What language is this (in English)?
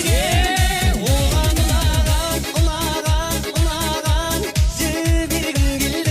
Kara-Kalpak